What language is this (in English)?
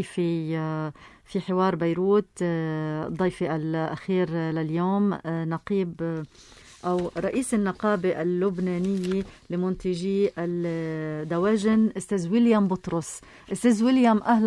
North Levantine Arabic